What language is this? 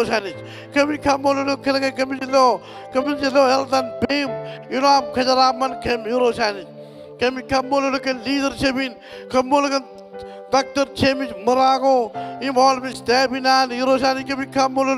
Marshallese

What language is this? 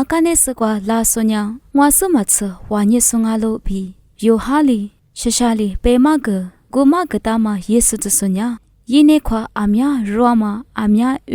Lisu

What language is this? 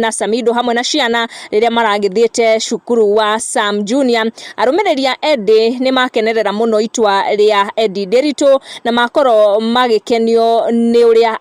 Kikuyu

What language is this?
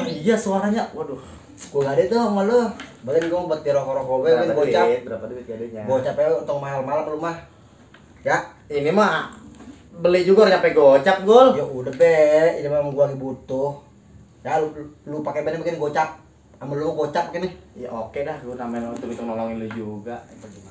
Betawi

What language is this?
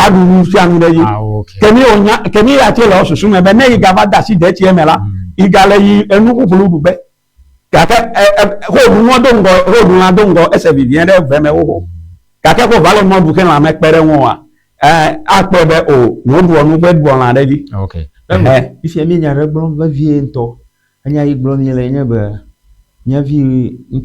Ewe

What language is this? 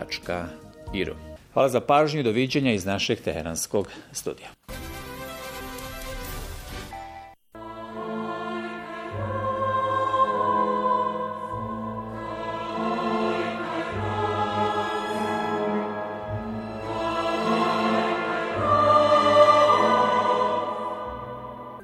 Bosnian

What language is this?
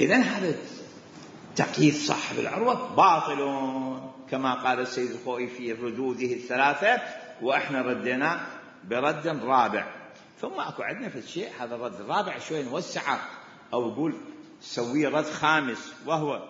Mesopotamian Arabic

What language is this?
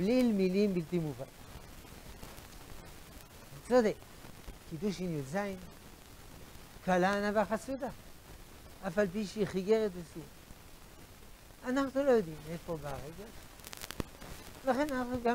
Hebrew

